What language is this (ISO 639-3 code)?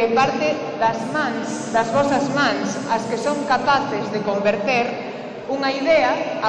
glg